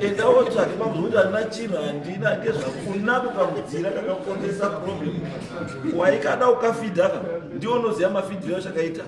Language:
Shona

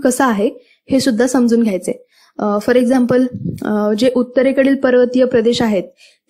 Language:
Marathi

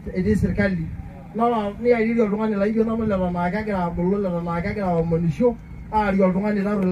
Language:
Masai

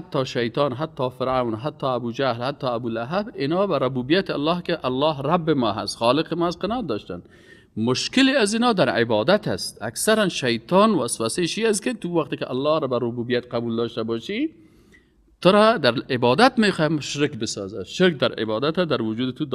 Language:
Persian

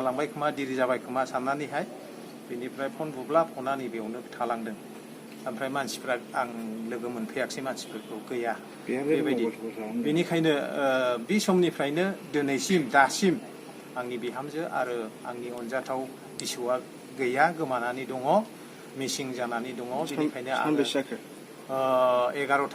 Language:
Bodo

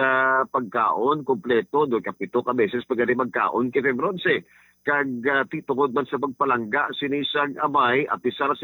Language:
Hiligaynon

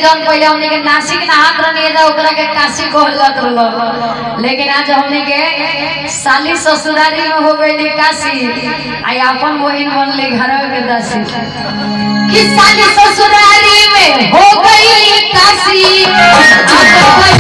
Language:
Bhojpuri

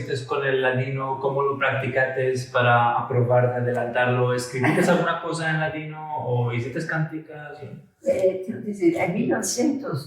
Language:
Ladino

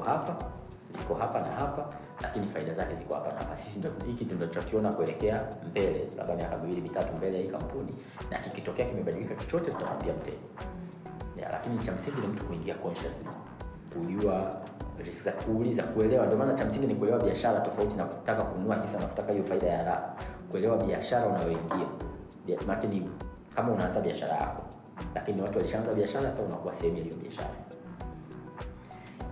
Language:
Swahili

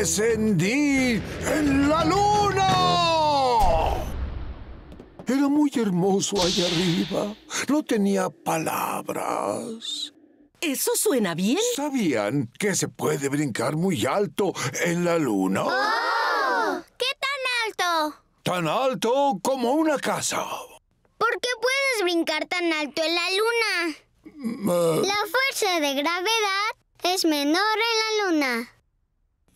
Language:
Spanish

